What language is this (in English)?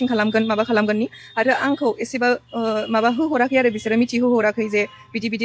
Bodo